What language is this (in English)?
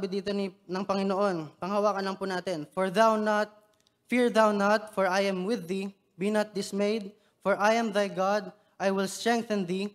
Filipino